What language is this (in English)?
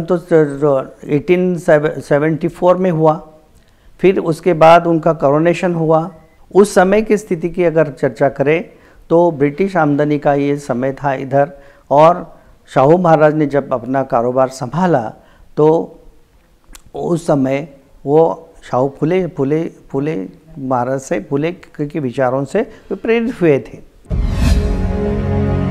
Hindi